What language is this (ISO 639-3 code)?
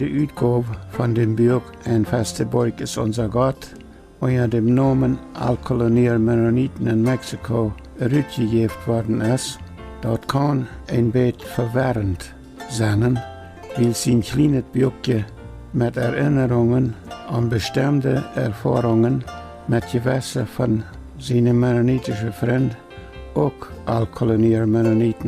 pdt